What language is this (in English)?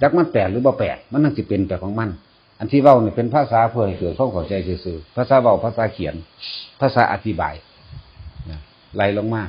Northeastern Thai